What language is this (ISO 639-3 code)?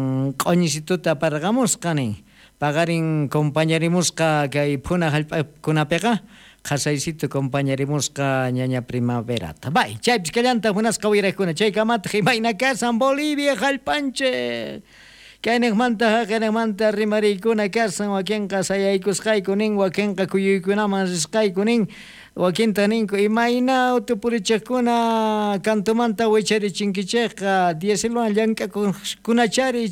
quh